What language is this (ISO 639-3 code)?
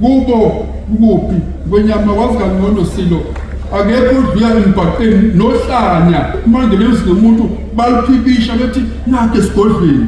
zul